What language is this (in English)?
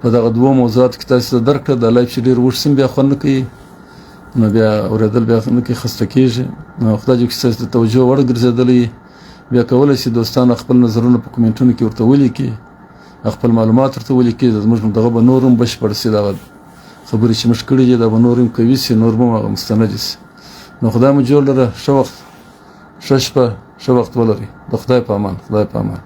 Pashto